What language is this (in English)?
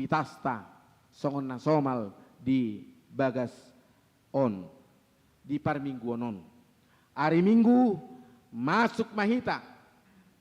Batak Toba